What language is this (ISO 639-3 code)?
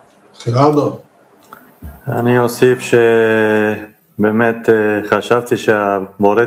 heb